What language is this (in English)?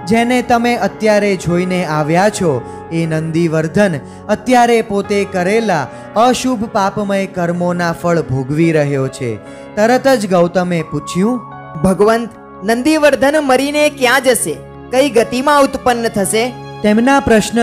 Gujarati